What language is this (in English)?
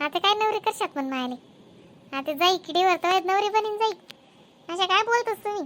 Khandesi